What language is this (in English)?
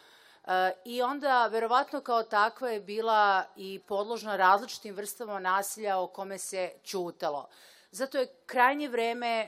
Serbian